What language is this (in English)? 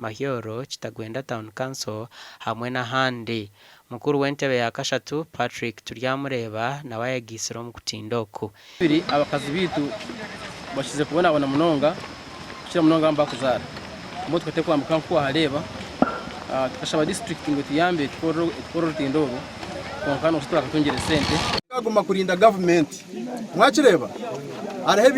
Nyankole